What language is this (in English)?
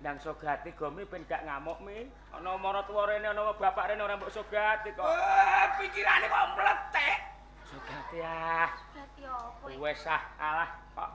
Javanese